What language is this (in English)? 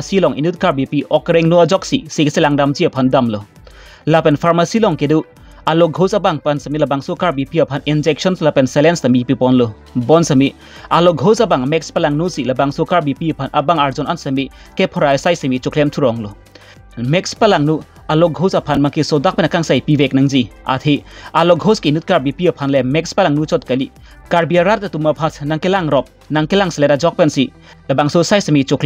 Karbi